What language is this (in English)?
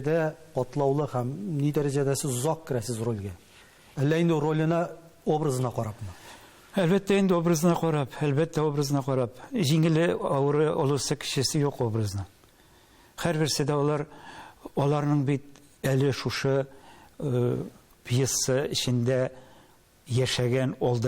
Tatar